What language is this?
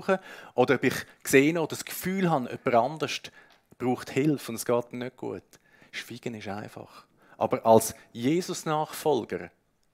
Swiss German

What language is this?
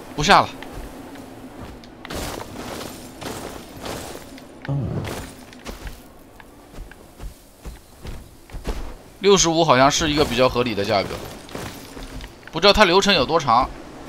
Chinese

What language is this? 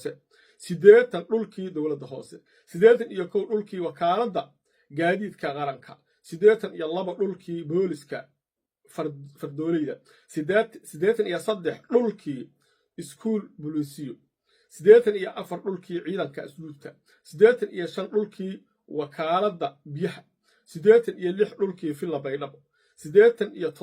Somali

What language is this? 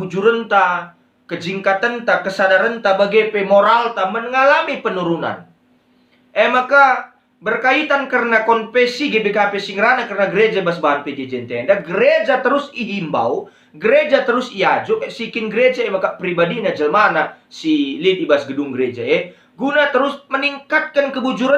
Batak Karo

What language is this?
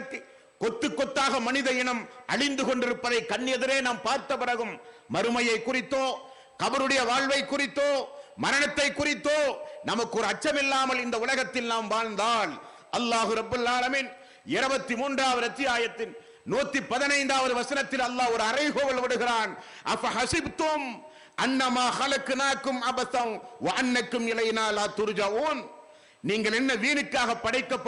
Tamil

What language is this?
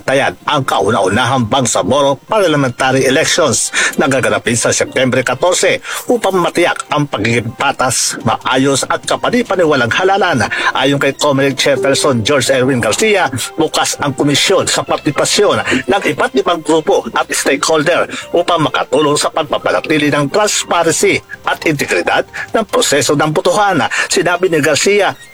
Filipino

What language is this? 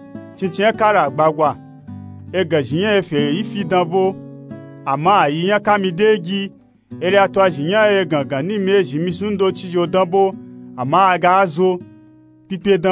Nupe-Nupe-Tako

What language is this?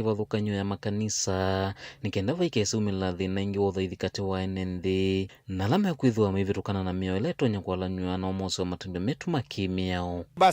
Kamba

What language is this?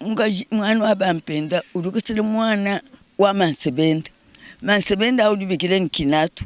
Luba-Lulua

